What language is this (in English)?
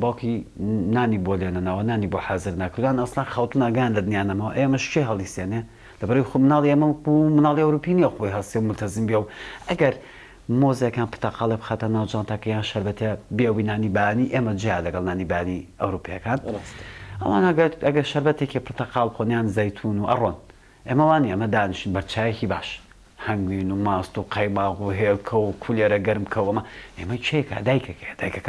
Central Kurdish